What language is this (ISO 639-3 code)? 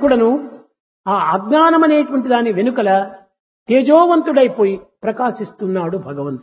tel